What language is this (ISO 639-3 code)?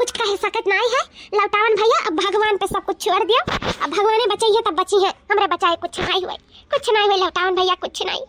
awa